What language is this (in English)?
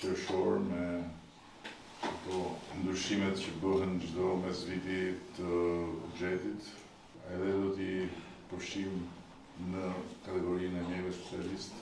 Albanian